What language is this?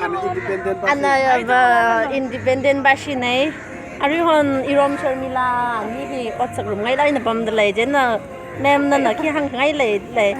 Tangkhul Naga (India)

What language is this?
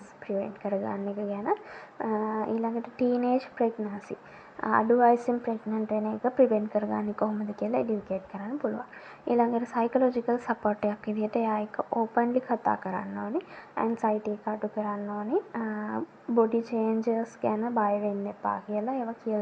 Sinhala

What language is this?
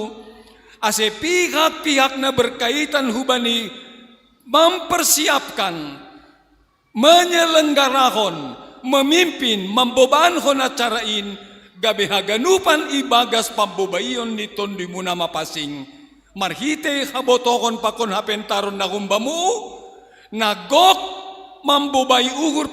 Batak Simalungun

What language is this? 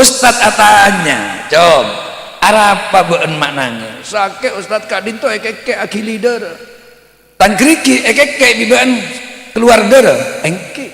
Madurese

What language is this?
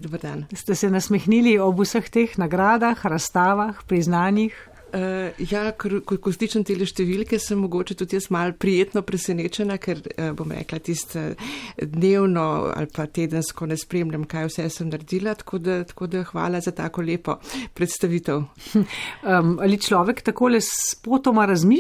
Slovenian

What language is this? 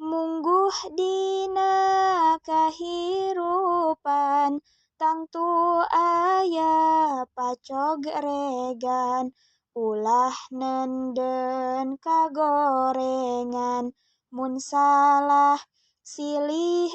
Sundanese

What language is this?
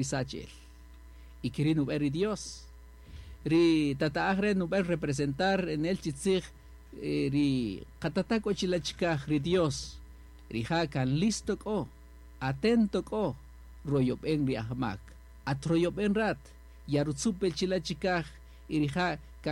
Kaqchikel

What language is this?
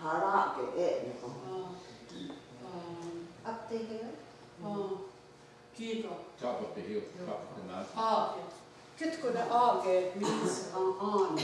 Mohawk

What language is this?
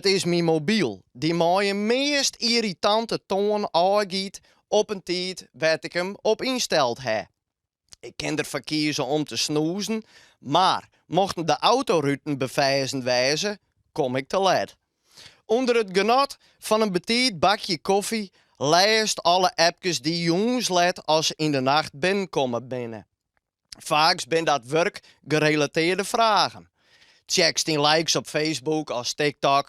Western Frisian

